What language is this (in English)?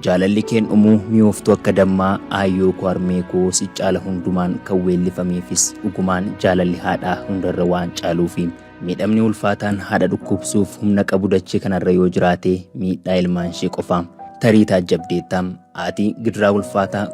Oromo